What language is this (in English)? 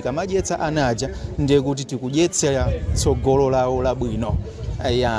Nyanja